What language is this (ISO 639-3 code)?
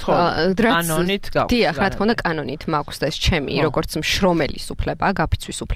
kat